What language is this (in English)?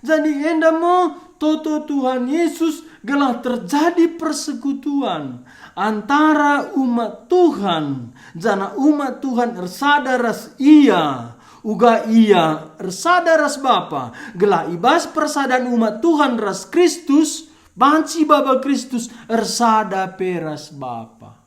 Batak Karo